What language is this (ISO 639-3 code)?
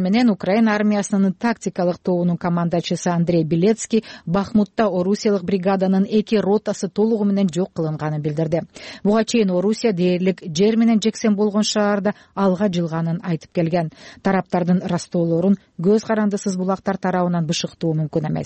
kir